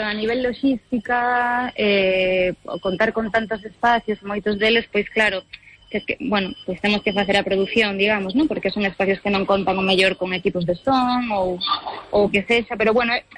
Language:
Galician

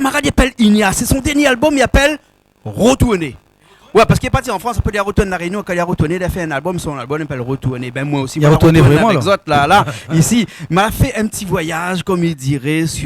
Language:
Réunion Creole French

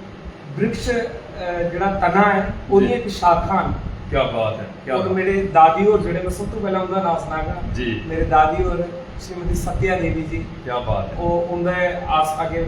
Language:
Dogri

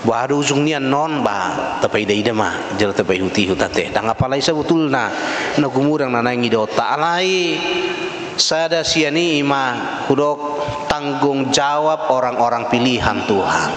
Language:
Batak Toba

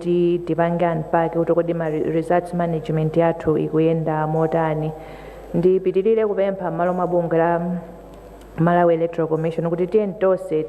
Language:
Nyanja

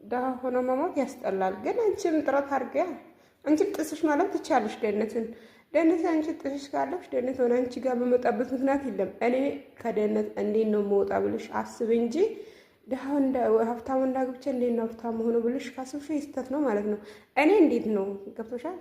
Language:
Amharic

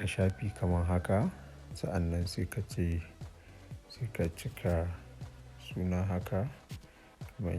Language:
Hausa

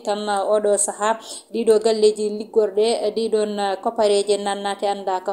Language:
Fula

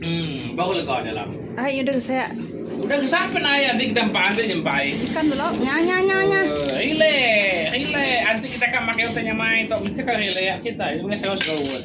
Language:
Iban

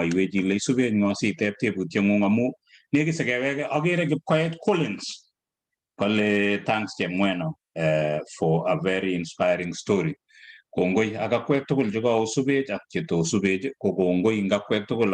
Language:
Kalenjin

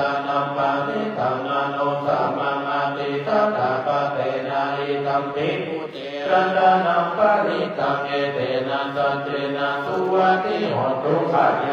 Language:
Pali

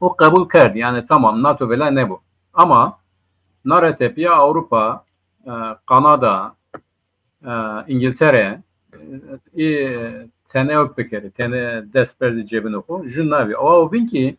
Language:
Zaza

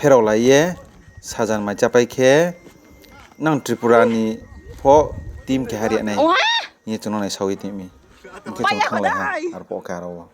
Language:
Riang (India)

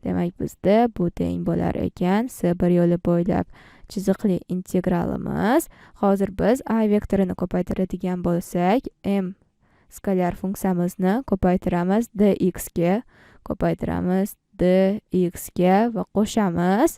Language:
Uzbek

